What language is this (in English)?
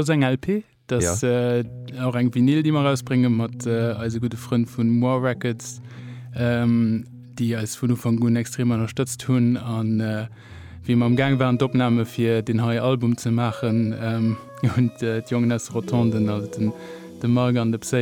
Luxembourgish